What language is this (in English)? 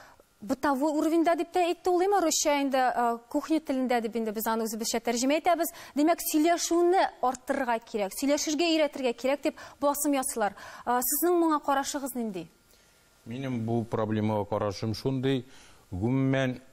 Tatar